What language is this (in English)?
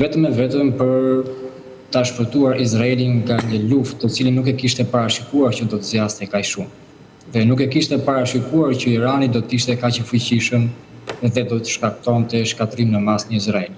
Albanian